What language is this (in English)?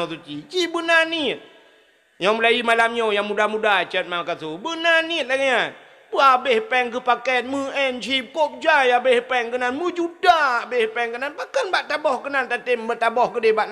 Achinese